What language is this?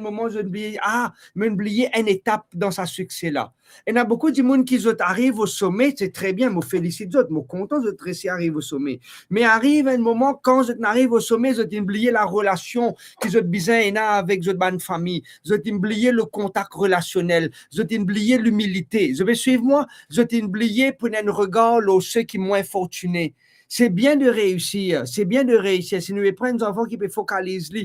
Morisyen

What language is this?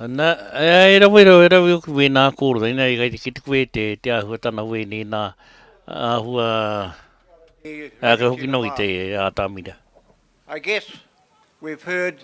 Māori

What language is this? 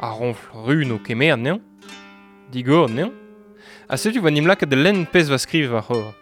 Breton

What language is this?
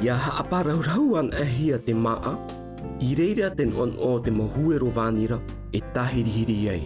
Tahitian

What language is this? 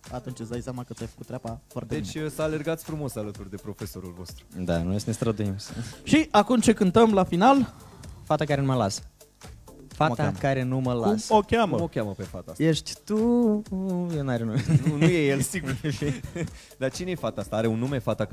Romanian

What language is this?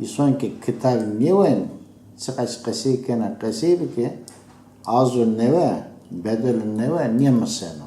Zaza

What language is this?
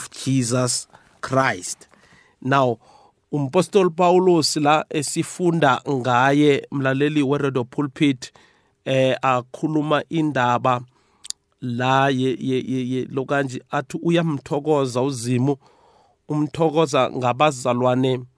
South Ndebele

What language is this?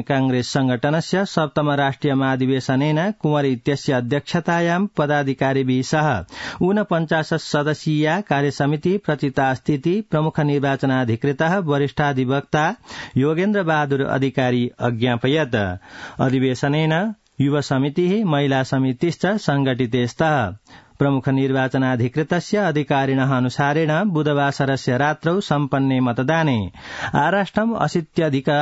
Sanskrit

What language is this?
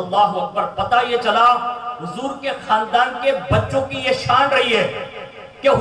Urdu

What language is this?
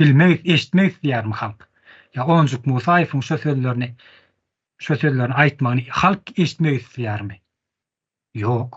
Turkmen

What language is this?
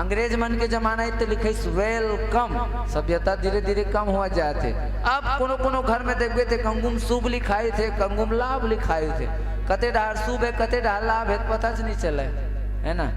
Chhattisgarhi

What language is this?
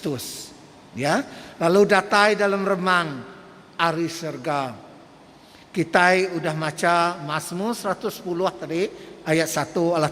Iban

